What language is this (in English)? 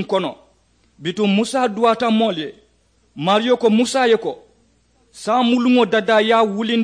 Mandingo